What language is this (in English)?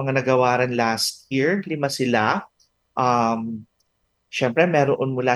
Filipino